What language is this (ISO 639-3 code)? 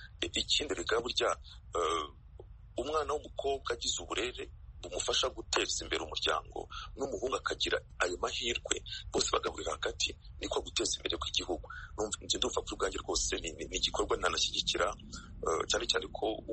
kin